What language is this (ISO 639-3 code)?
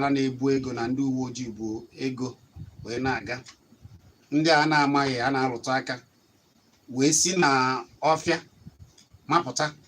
ibo